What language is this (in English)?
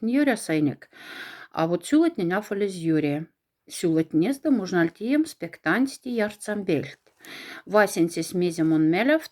Moksha